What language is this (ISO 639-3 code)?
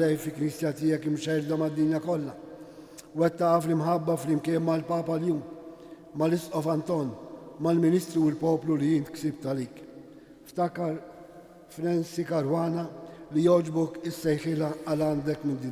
mlt